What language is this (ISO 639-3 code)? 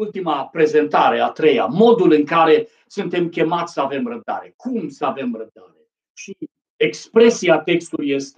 ron